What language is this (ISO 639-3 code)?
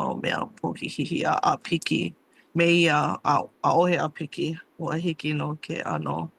haw